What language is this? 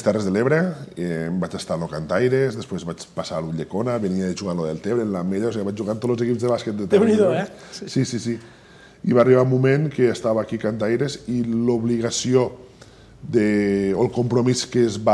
Catalan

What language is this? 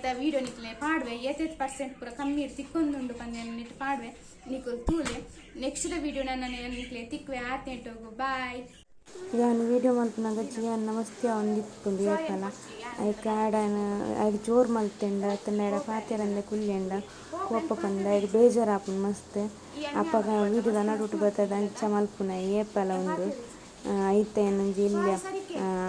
Tulu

